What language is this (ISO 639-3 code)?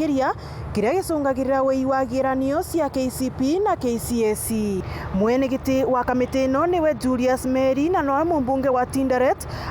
mer